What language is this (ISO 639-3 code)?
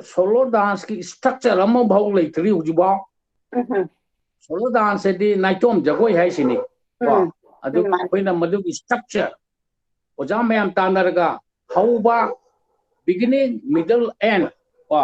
mni